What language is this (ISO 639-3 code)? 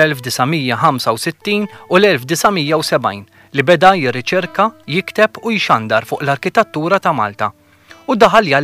mlt